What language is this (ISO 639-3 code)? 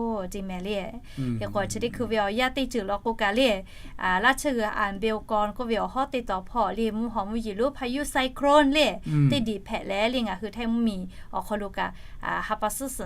lhu